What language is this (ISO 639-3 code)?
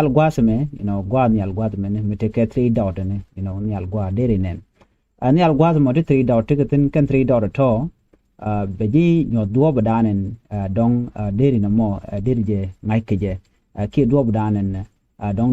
nus